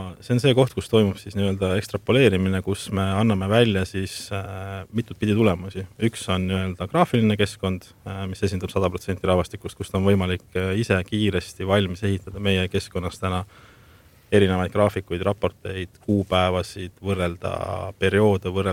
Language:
Estonian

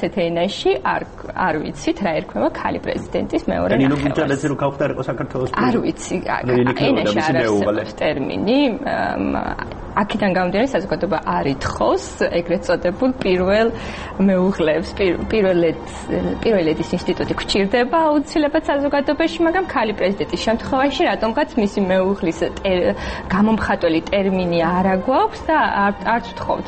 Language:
Georgian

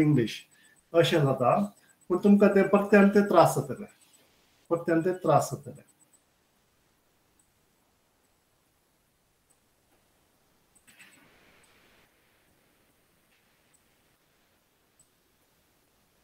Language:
Konkani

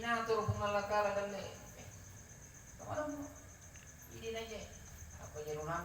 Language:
Buginese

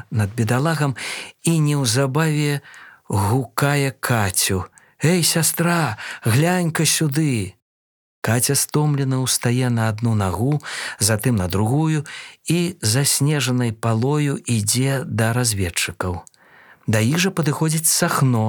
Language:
Belarusian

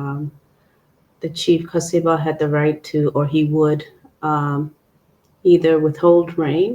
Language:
Acoli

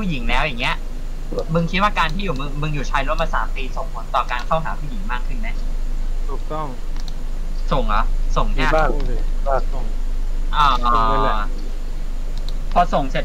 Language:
Thai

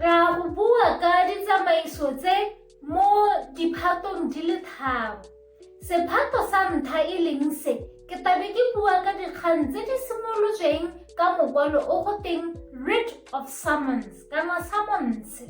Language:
Tswana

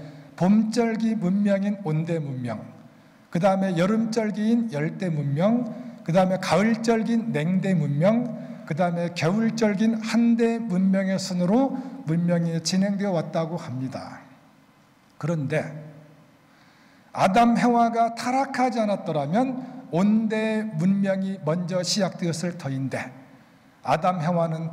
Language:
Korean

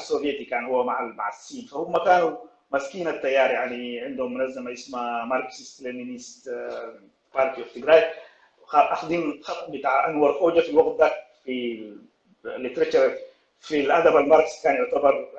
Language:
Sudanese Arabic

